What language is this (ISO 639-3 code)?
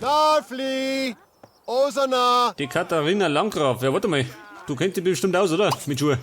bar